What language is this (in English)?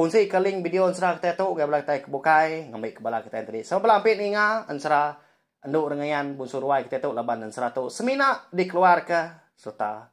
Iban